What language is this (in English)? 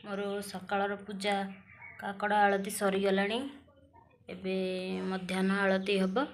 Odia